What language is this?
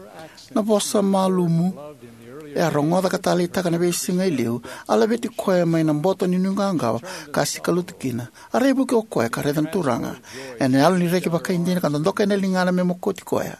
Fijian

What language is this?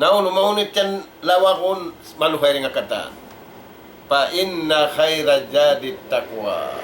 Tausug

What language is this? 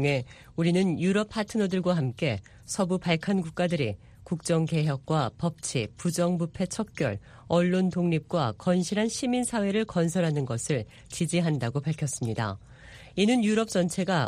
Korean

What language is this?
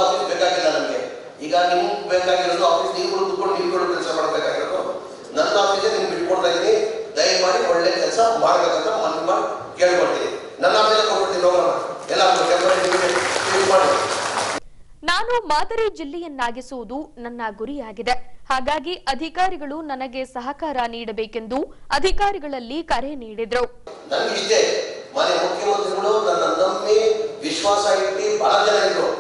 Kannada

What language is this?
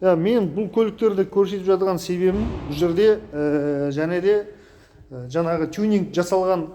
Kazakh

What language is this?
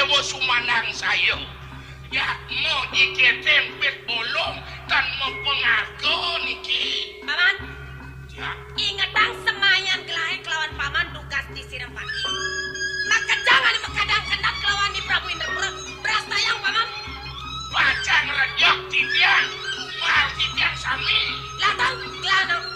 Balinese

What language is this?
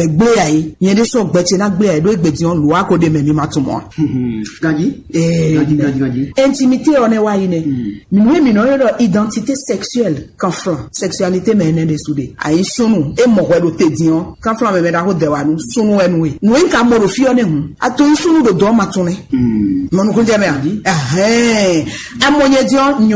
Fon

